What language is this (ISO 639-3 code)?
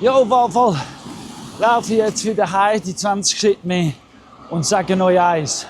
gsw